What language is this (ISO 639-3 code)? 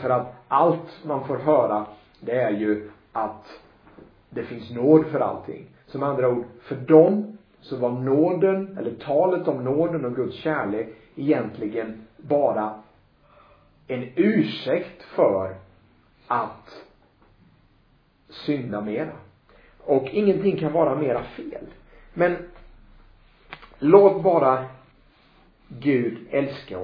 swe